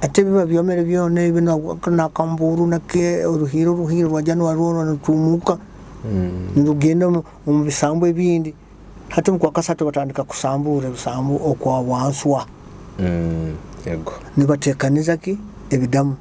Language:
Nyoro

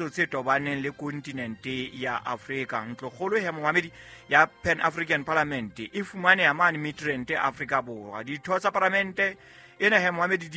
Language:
Southern Sotho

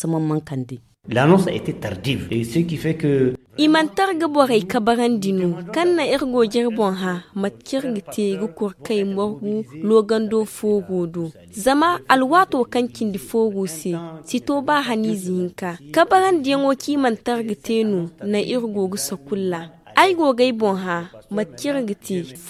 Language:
Zarma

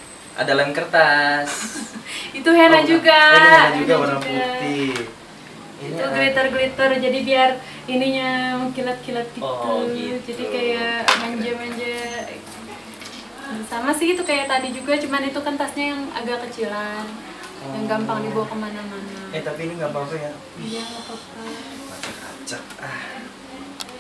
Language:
Indonesian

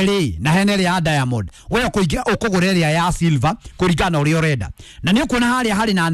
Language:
Kikuyu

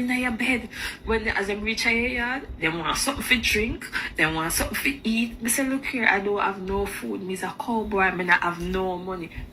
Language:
Jamaican Creole English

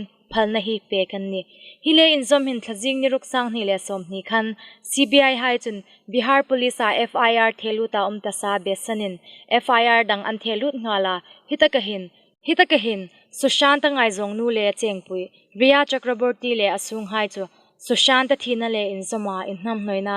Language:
Hmar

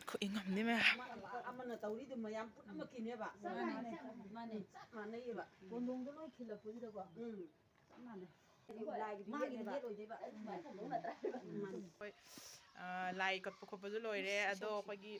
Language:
Manipuri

